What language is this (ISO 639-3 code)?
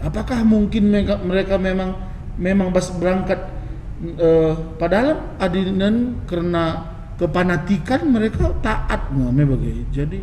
btx